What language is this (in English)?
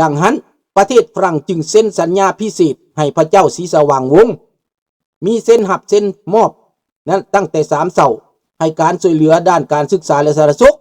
Lao